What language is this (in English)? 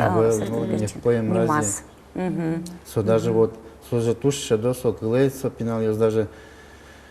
Udmurt